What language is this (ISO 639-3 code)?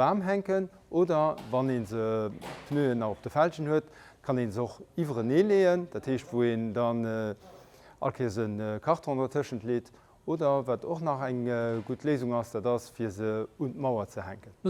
ltz